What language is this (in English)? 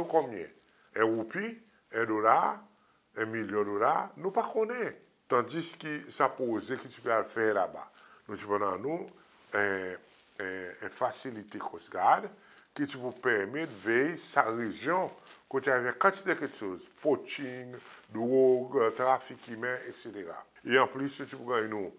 Seselwa Creole French